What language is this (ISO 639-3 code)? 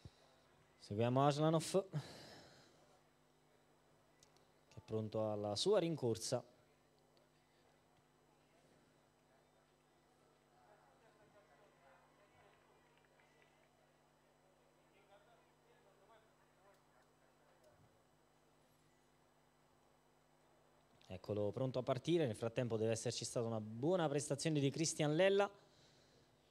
ita